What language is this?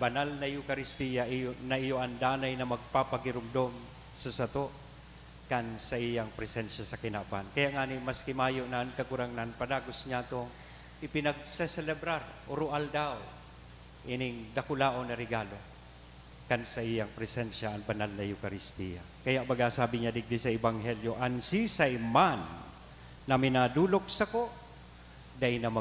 Bikol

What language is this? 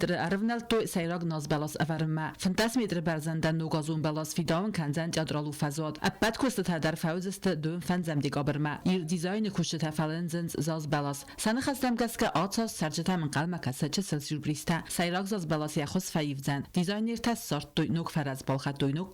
Ossetic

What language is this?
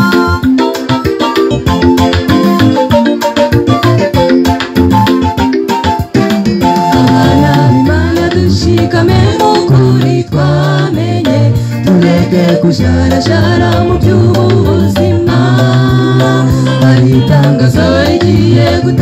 Kinyarwanda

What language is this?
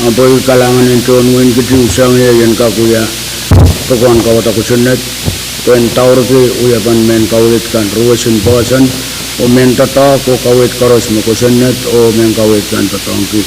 Pohnpeian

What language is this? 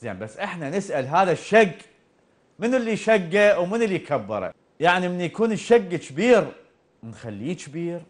Mesopotamian Arabic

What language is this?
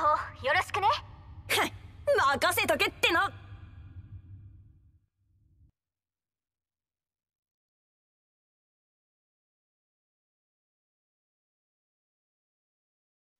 Japanese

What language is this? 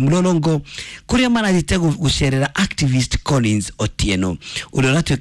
Kikuyu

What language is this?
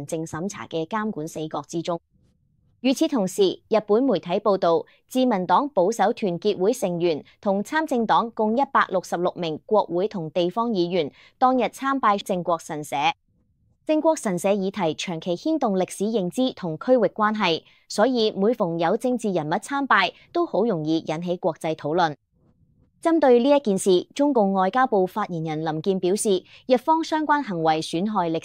Cantonese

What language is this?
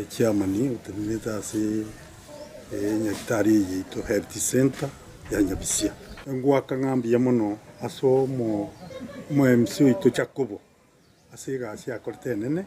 Gusii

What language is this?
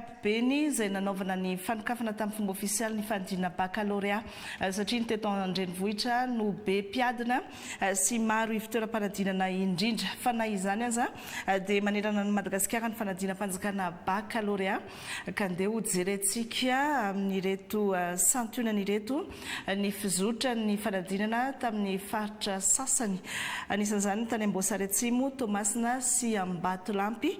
Malagasy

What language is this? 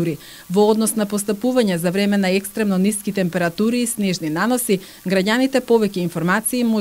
Macedonian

